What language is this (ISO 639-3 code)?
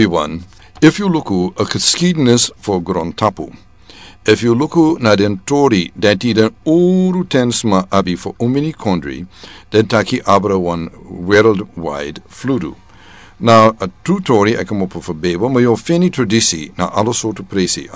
srn